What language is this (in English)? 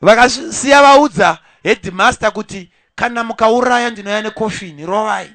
Shona